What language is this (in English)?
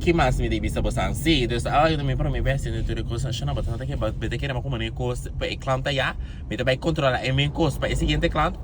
Papiamento